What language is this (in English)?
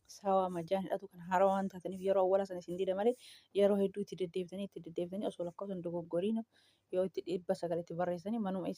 Oromo